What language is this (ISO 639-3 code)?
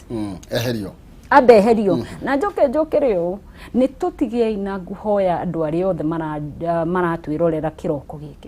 kik